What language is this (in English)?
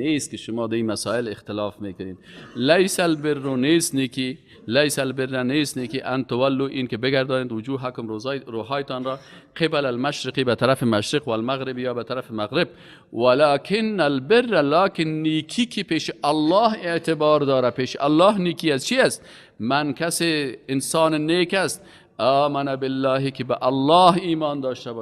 Persian